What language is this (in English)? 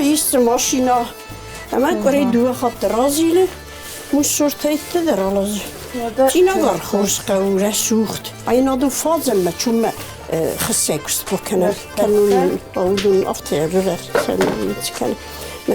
Ossetic